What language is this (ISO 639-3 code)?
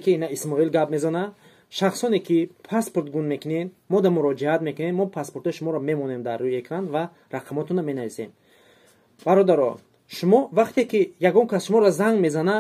tgk